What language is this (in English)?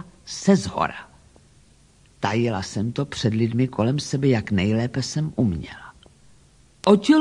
Czech